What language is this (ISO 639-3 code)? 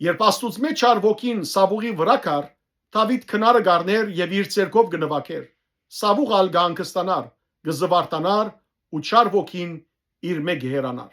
hyw